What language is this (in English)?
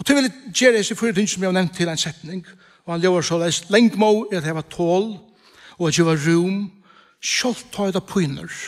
Faroese